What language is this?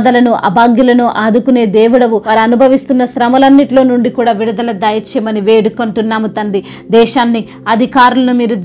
Telugu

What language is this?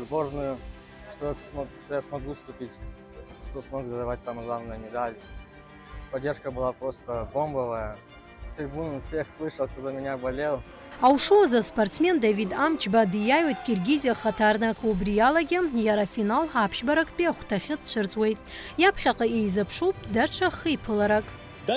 Abkhazian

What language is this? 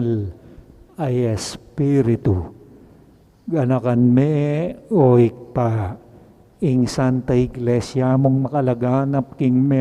Pampanga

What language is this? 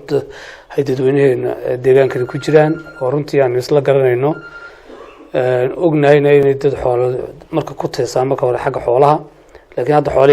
Somali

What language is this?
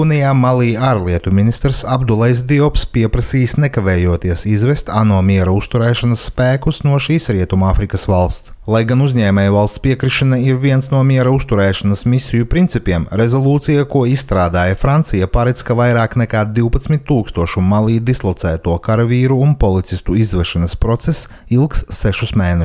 Latvian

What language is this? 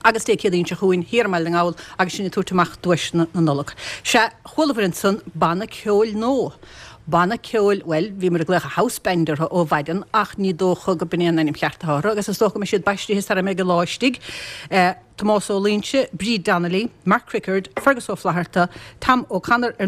Irish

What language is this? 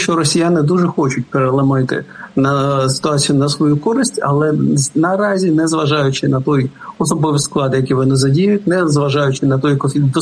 Ukrainian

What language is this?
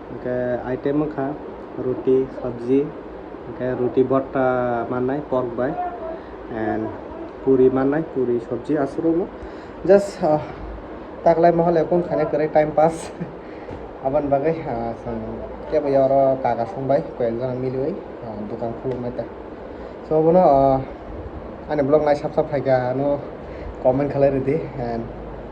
Kok Borok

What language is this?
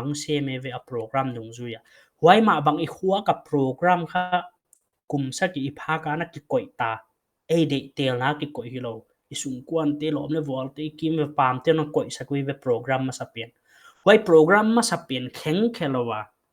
Paite Chin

